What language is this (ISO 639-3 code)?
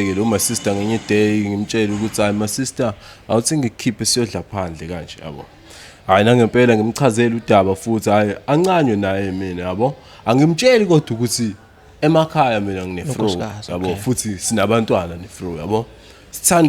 zul